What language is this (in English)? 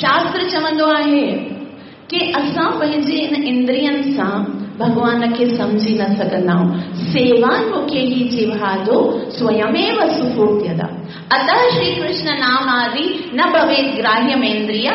Sindhi